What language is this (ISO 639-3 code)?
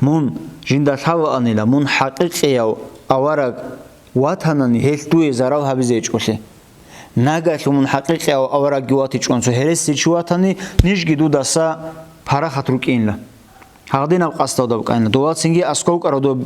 ava